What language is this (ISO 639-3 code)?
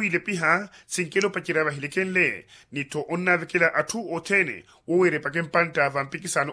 vmw